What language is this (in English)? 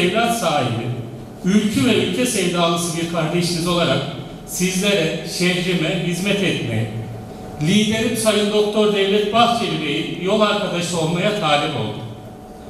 Turkish